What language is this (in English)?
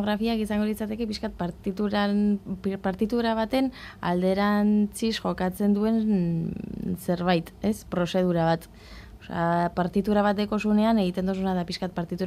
Basque